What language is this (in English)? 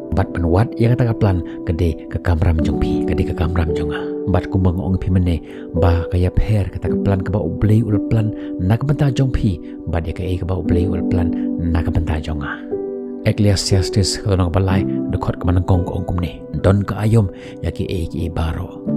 Khasi